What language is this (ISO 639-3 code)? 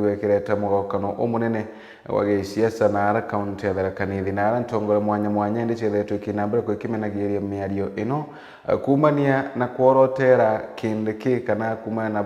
mer